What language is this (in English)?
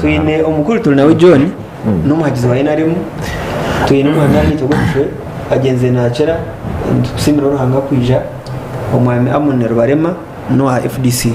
Nyankole